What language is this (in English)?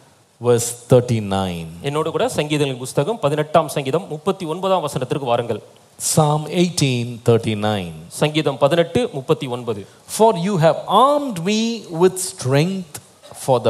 Tamil